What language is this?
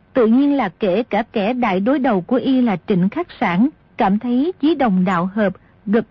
Vietnamese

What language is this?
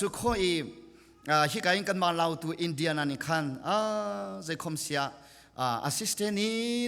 Hakha Chin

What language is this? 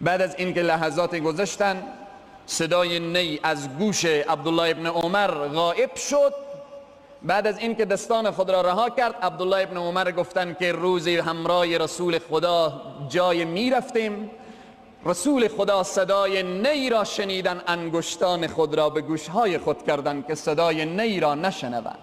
Persian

